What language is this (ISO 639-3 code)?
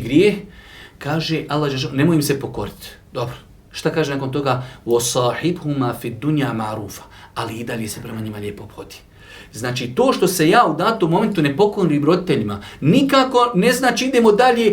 bos